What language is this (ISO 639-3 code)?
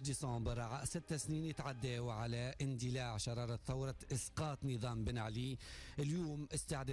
aeb